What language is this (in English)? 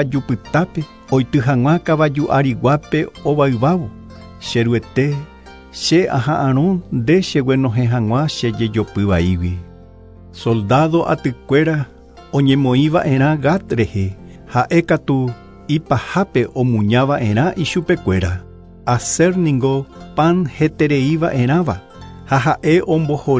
Guarani